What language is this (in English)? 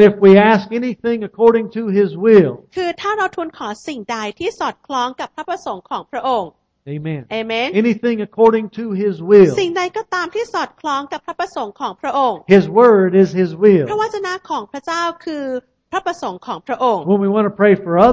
Thai